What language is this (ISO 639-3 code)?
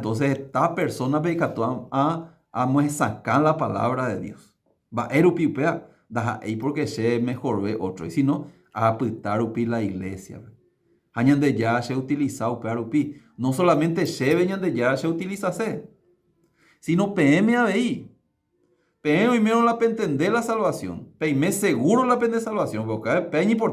grn